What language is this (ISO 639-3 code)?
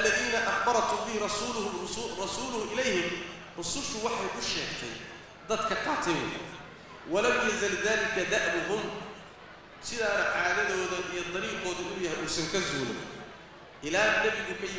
som